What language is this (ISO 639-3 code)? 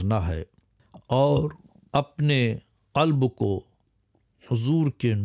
urd